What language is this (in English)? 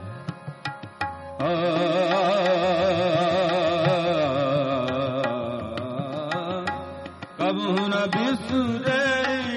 Punjabi